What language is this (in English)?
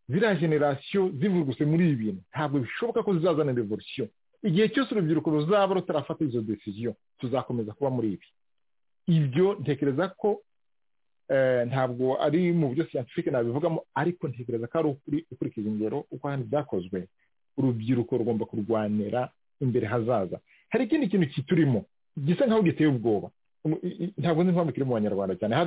Kinyarwanda